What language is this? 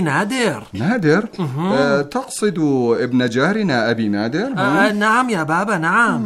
Arabic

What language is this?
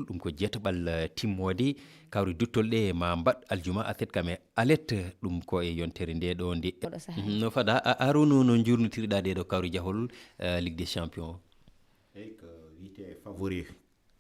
Fula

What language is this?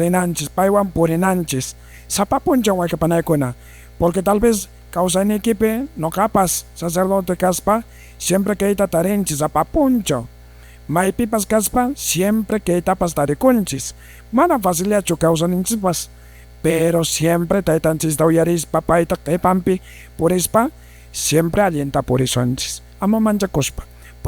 Quechua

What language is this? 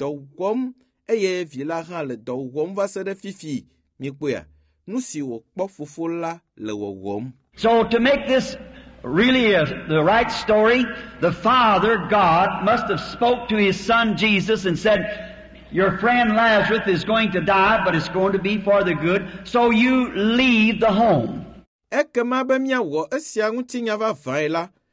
Ewe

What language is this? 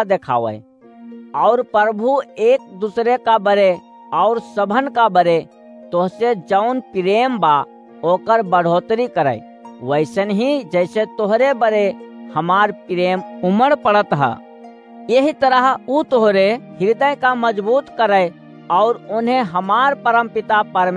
Awadhi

